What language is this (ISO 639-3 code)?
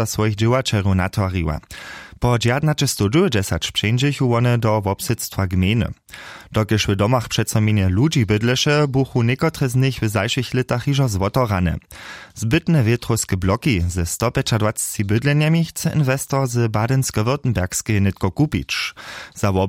hsb